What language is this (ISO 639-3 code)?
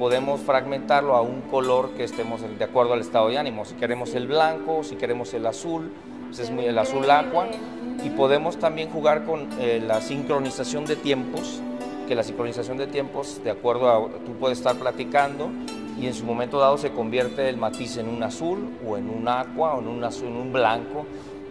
spa